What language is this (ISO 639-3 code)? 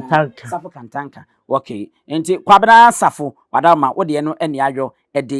aka